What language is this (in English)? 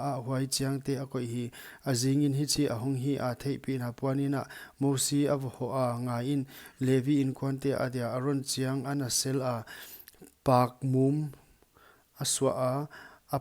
Paite Chin